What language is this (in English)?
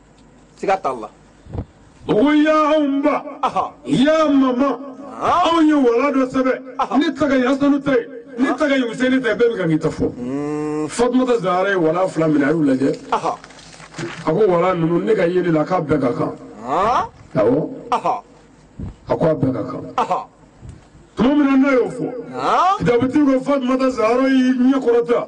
Bambara